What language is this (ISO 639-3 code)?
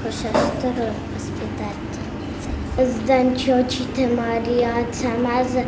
oss